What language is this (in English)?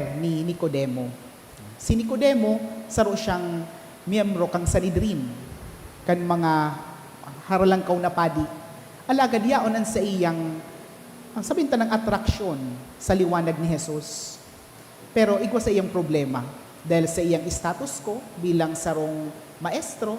Bikol